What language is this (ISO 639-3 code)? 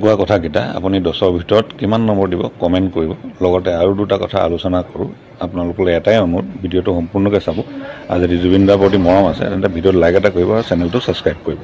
asm